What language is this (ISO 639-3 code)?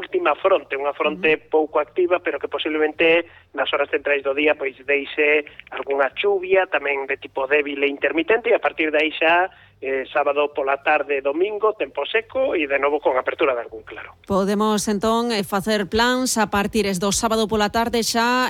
glg